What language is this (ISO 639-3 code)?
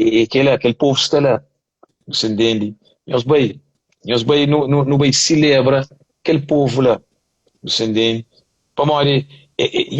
kea